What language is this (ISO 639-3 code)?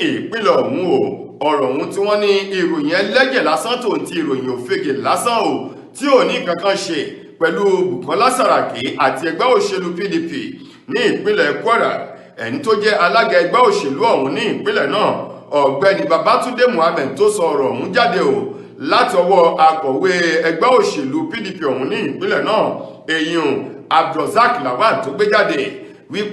yor